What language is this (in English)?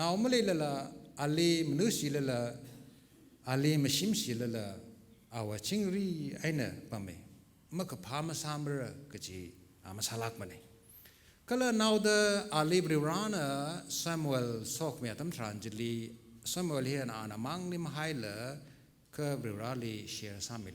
Tangkhul Naga (India)